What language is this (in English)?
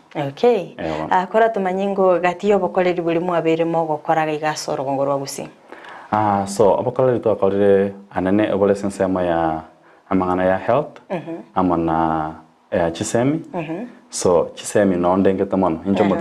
Gusii